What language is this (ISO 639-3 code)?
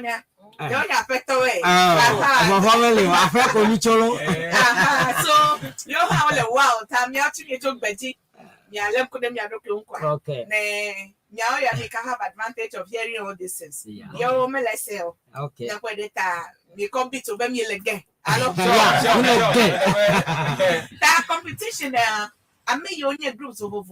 ewe